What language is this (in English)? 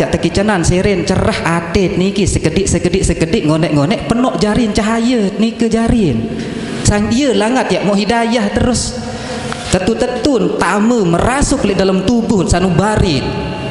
Sasak